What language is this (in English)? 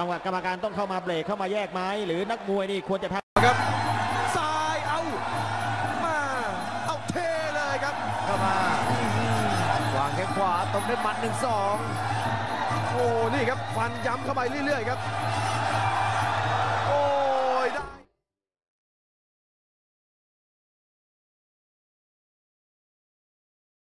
Thai